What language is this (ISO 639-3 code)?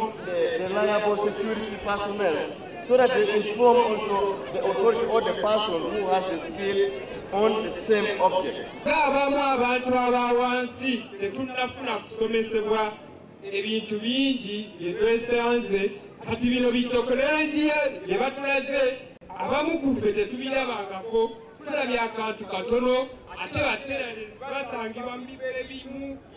lug